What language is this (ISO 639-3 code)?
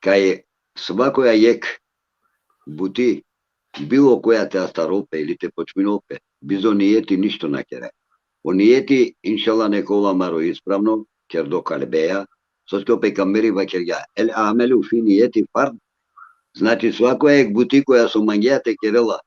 rmn